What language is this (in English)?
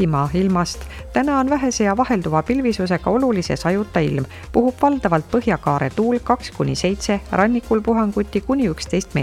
Estonian